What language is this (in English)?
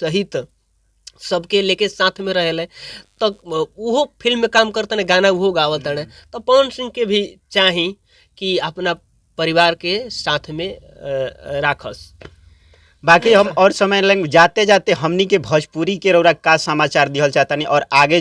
Bhojpuri